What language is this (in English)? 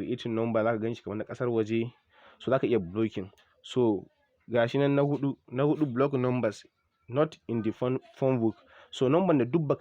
Hausa